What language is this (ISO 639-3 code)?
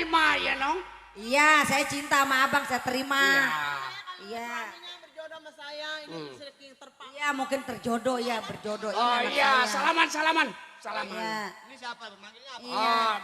bew